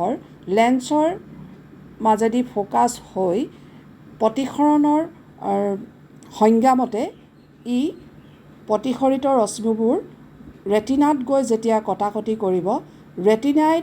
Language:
Assamese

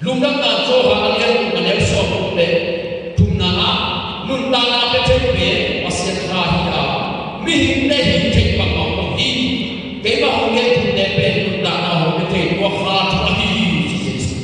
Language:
Tedim Chin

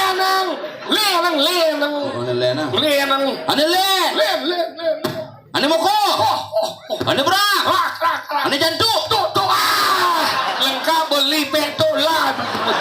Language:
Balinese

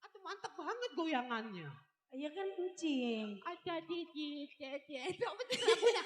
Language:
Betawi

